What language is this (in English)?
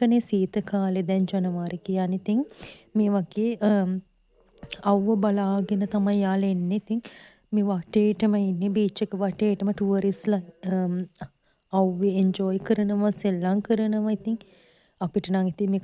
Sinhala